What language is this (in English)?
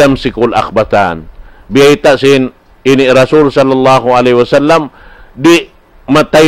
Tausug